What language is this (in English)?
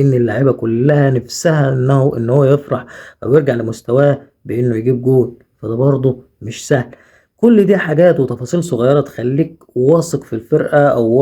Egyptian Arabic